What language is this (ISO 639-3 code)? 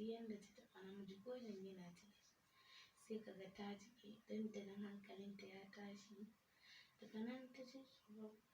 hau